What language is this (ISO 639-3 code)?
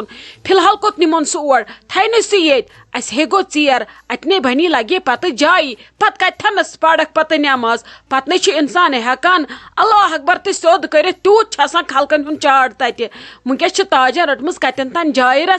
kas